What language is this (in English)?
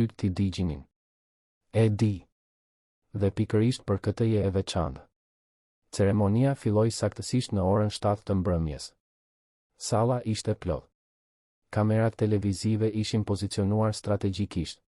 Albanian